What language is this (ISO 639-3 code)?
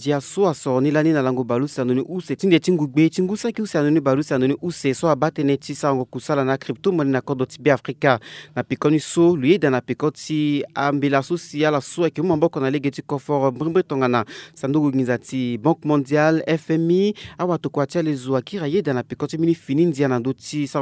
sag